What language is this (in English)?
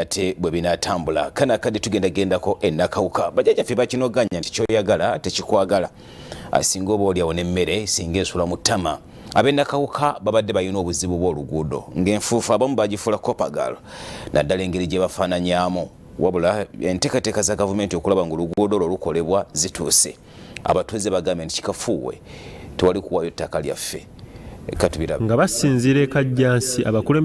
Ganda